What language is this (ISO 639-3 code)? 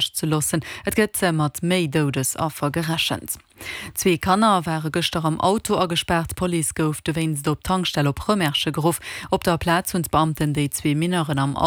ltz